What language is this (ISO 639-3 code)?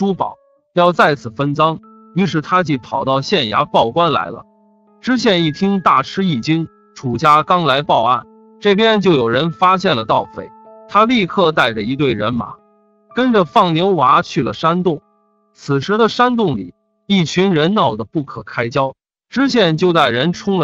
zho